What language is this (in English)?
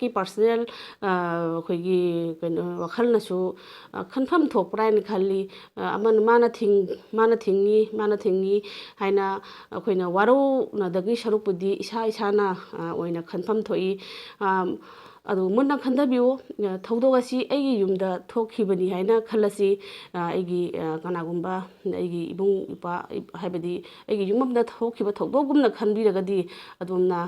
Manipuri